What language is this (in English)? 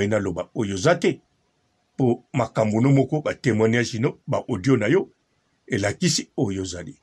Lingala